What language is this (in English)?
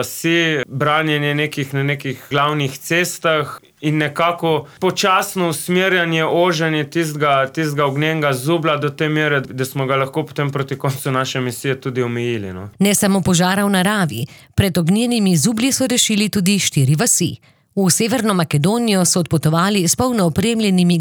Slovenian